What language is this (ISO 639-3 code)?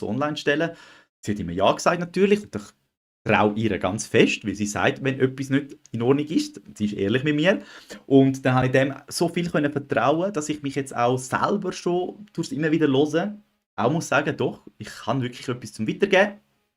gsw